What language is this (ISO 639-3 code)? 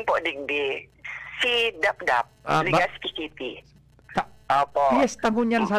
bik